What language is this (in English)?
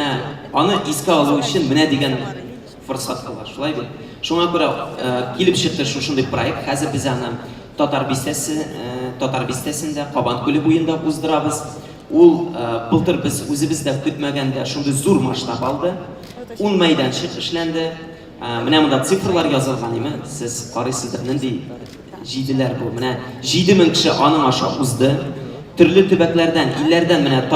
Tatar